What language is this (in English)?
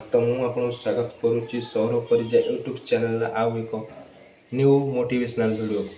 Odia